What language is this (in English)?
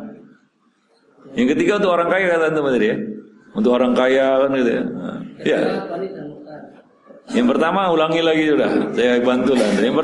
Indonesian